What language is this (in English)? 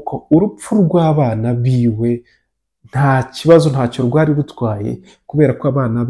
Kinyarwanda